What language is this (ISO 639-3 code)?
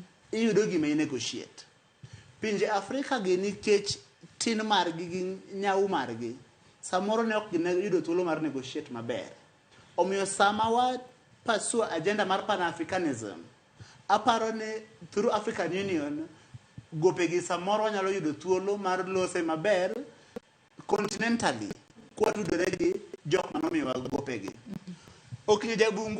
luo